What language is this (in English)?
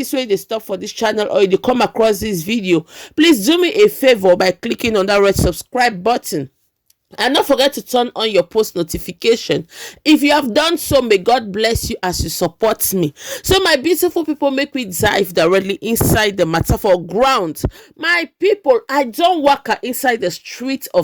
Nigerian Pidgin